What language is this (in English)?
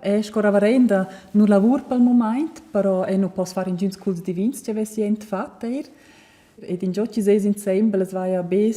Romansh